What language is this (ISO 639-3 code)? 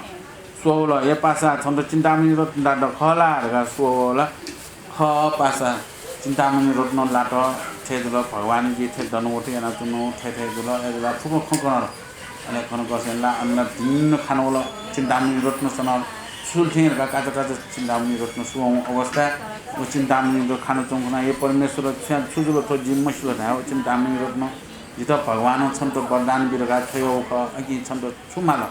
new